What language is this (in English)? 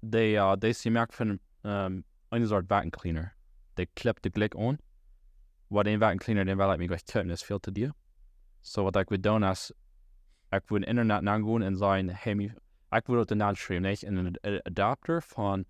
Plautdietsch